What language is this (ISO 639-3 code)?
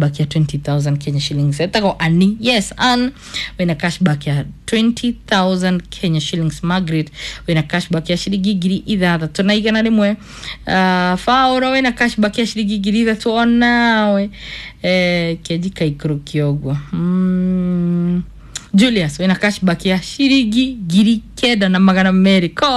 kik